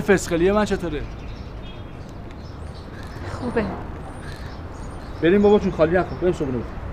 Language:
Persian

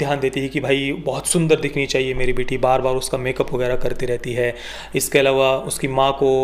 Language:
Hindi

